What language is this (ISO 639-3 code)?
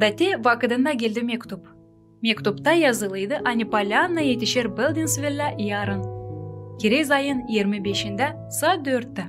gag